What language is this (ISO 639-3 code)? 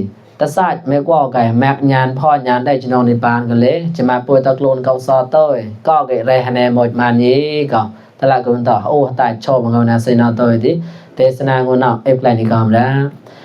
mnw